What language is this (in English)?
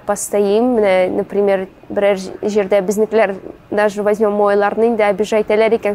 Tatar